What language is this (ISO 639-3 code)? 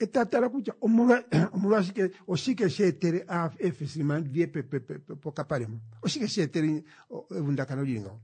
kua